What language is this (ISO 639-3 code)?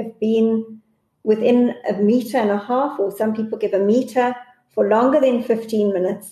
eng